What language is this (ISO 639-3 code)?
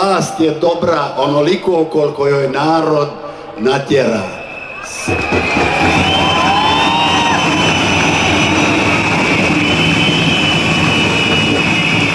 hrv